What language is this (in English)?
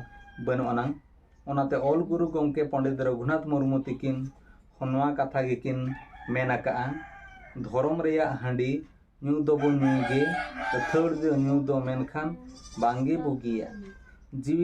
Santali